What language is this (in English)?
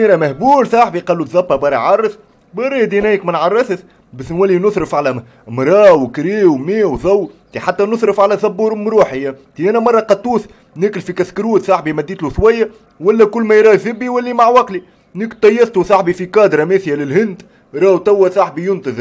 Tunisian Arabic